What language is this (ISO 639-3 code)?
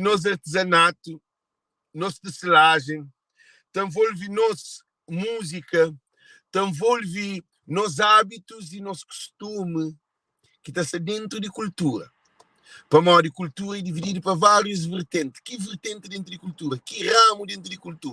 kea